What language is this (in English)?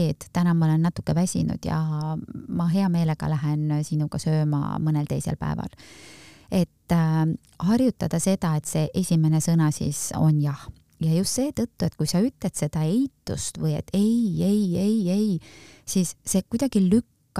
Estonian